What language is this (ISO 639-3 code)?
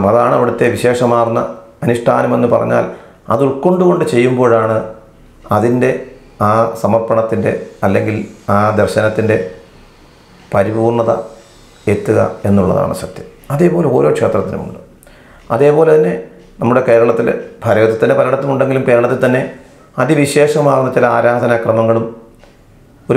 mal